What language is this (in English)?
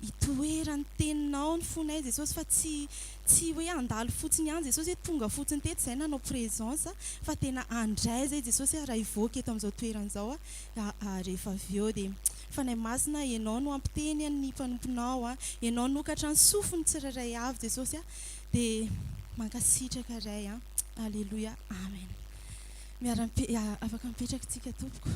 Malagasy